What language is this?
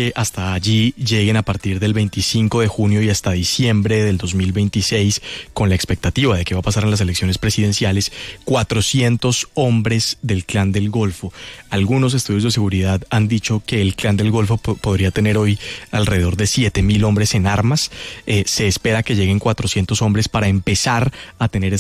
Spanish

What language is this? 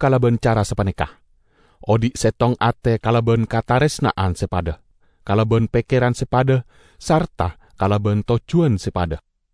Madurese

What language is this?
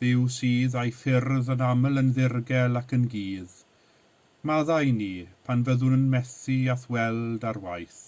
Welsh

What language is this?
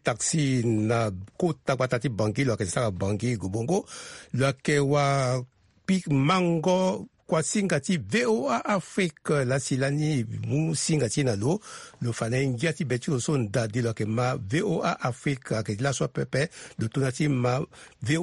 Sango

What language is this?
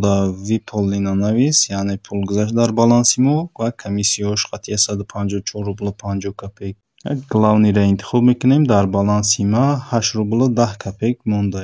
Tajik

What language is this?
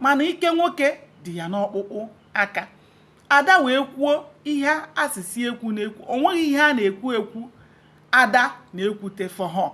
Igbo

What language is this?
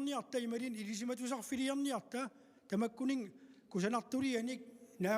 Kalaallisut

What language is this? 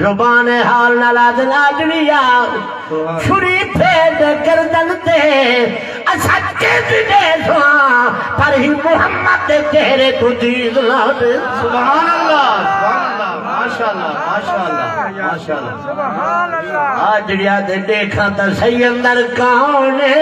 Saraiki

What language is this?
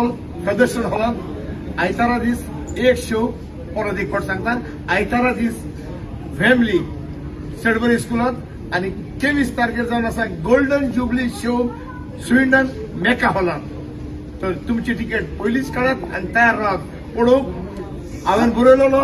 Konkani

